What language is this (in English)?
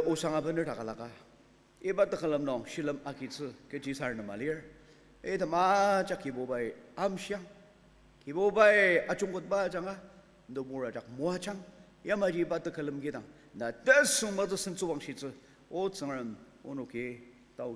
Ao Naga